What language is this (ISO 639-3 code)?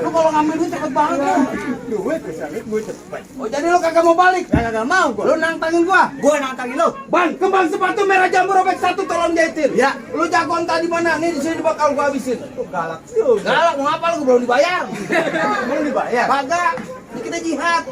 bew